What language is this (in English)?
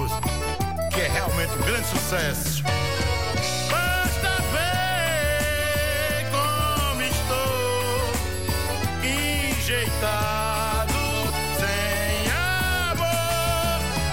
Portuguese